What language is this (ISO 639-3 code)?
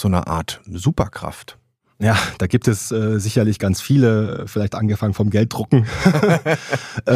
deu